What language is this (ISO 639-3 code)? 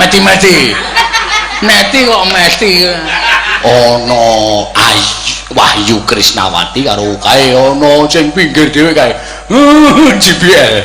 jav